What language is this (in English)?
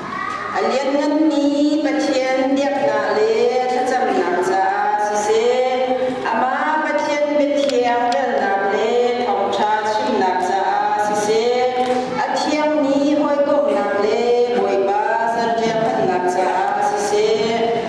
Hakha Chin